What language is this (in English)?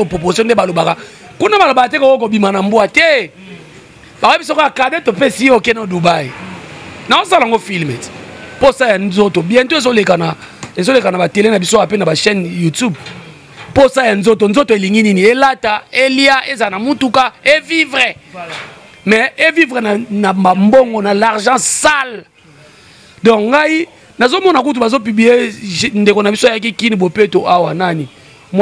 Lingala